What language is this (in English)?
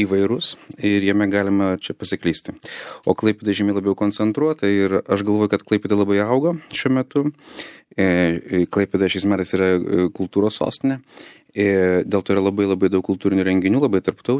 Lithuanian